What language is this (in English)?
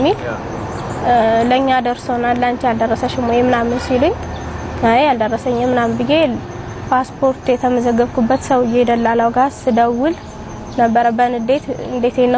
Amharic